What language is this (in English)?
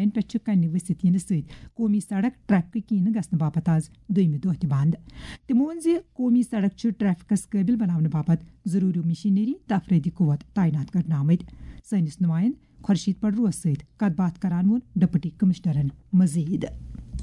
Kashmiri